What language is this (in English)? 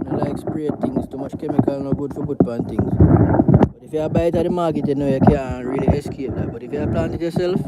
Jamaican Creole English